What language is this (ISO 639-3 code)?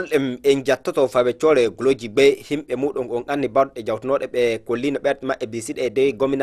ful